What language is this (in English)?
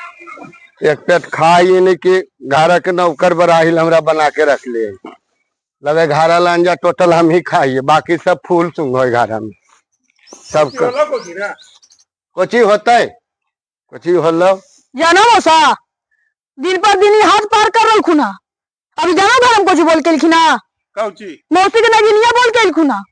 Magahi